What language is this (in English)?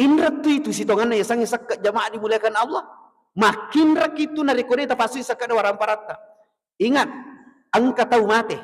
Buginese